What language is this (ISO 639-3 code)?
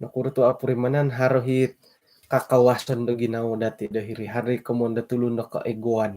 dtp